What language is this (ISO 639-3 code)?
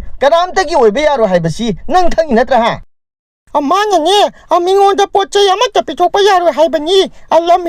mni